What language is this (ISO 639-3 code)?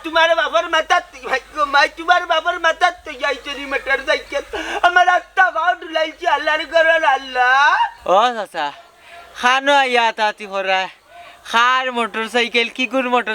syl